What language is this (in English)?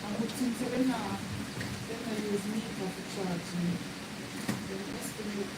Jamaican Creole English